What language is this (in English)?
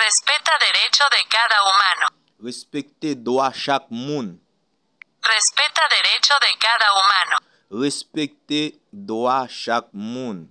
Haitian Creole